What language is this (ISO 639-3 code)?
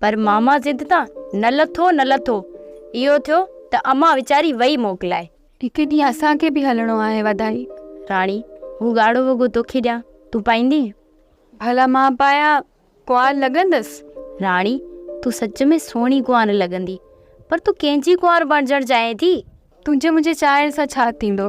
snd